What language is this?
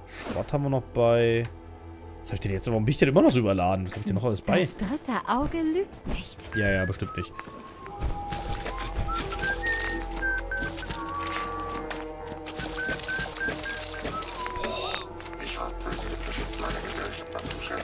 German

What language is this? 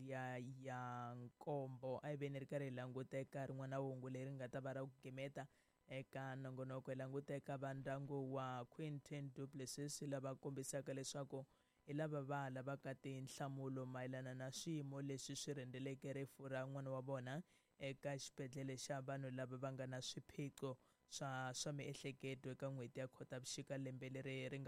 Tsonga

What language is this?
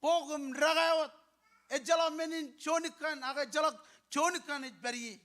Marshallese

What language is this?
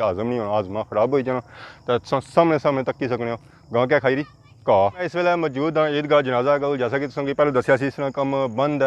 Pahari-Potwari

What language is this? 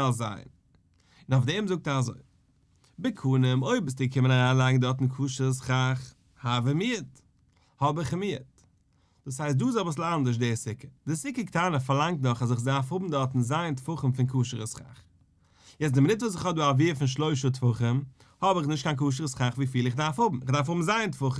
Yiddish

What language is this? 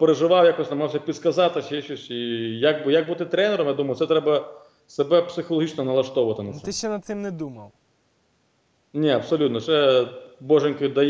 Ukrainian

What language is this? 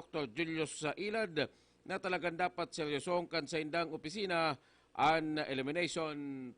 Bikol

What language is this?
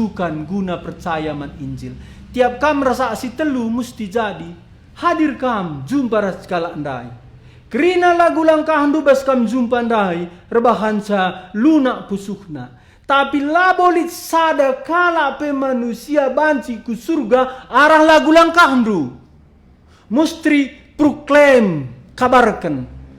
Batak Karo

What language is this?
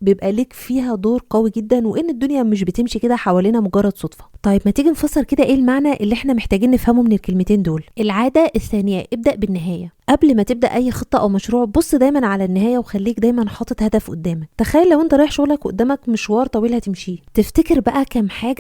Egyptian Arabic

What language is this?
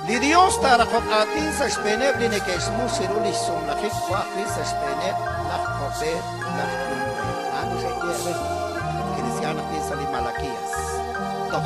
Kekchí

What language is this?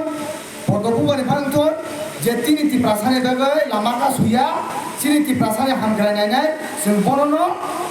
Kok Borok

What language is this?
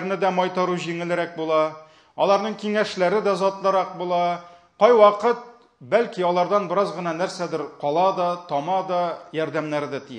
Tatar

